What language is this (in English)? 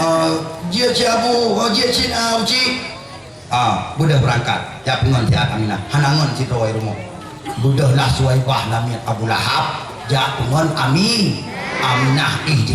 Achinese